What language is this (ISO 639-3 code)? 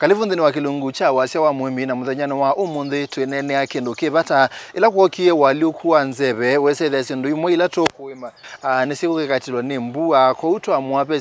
kam